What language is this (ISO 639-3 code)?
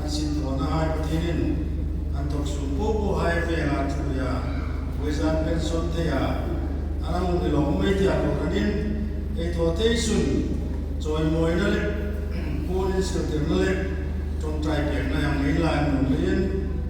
hmr